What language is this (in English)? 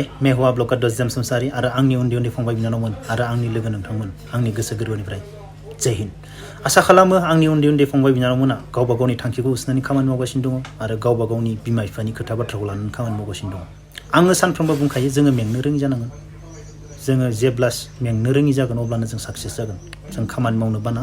Bodo